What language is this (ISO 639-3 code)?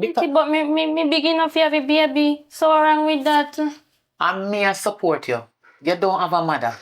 jam